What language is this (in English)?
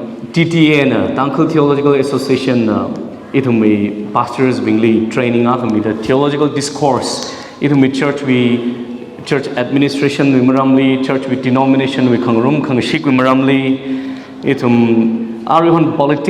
Tangkhul Naga (India)